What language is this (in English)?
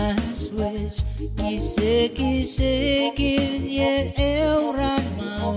Pohnpeian